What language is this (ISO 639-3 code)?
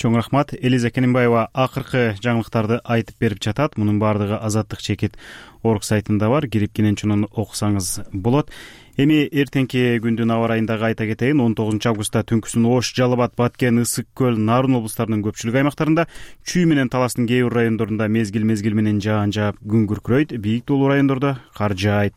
kir